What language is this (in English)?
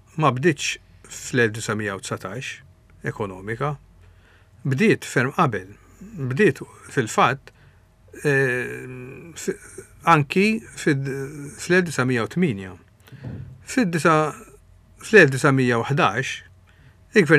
Maltese